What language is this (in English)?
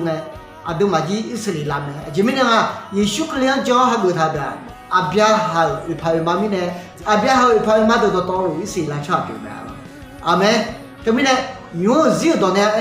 Akha